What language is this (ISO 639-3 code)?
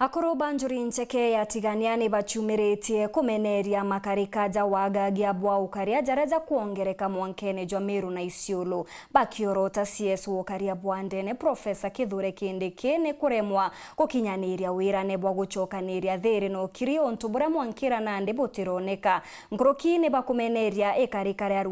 mer